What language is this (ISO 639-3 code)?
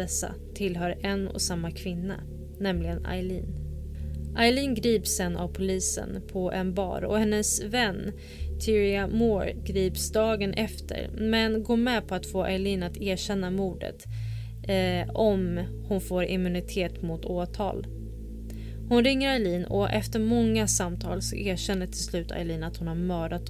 swe